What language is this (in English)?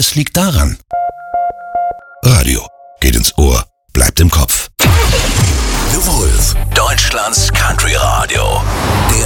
German